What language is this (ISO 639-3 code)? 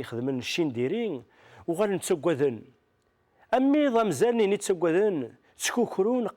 kab